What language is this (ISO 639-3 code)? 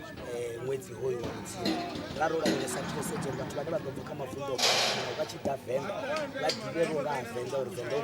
ven